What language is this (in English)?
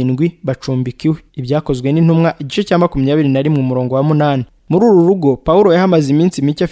Kinyarwanda